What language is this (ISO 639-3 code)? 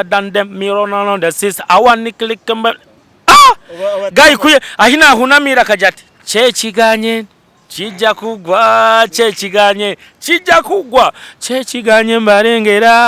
nyn